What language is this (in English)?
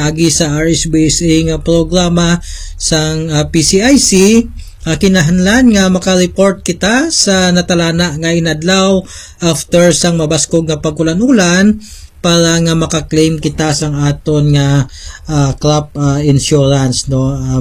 Hiligaynon